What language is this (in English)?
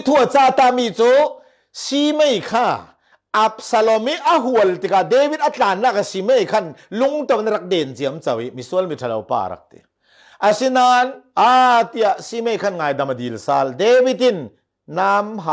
Falam Chin